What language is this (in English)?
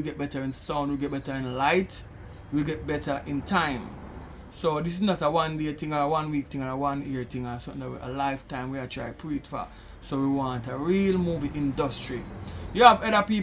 Jamaican Creole English